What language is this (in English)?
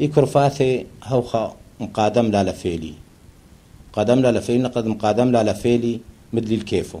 Turoyo